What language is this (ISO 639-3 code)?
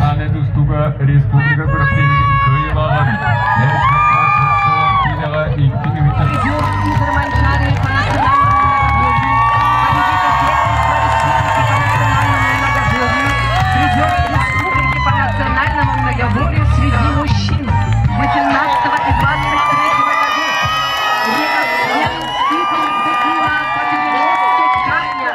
sah